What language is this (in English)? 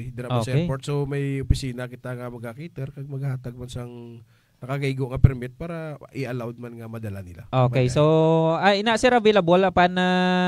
Hiligaynon